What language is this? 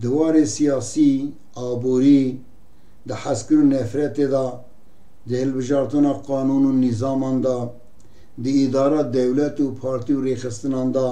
Kurdish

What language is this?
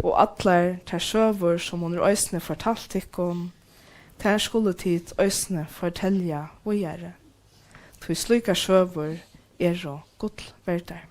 Faroese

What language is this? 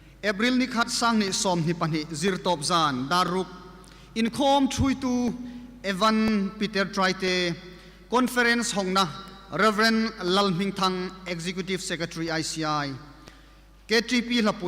Hmar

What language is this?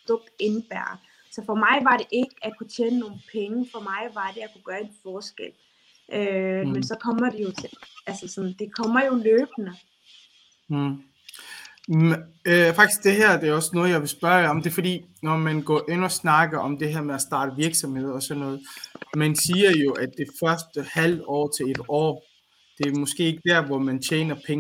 Danish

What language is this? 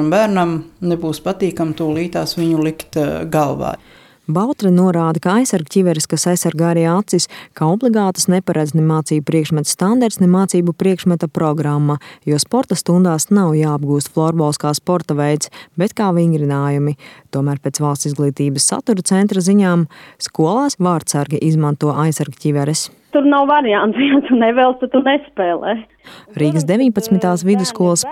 Latvian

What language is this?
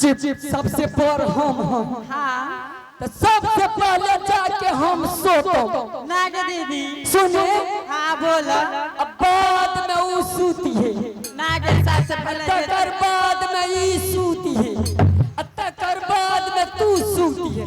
Angika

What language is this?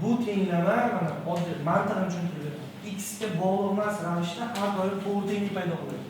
Uzbek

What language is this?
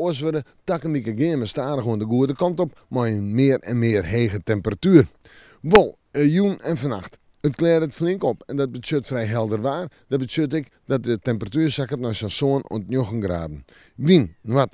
Western Frisian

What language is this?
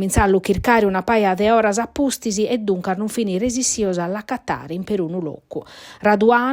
Sardinian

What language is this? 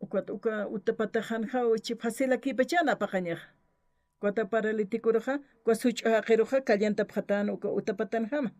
Aymara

